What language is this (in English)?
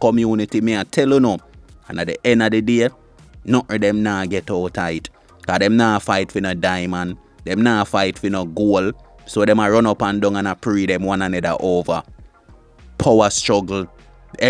Jamaican Creole English